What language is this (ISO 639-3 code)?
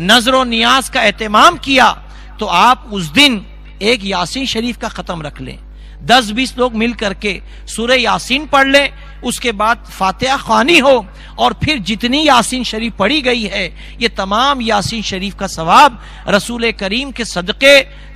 urd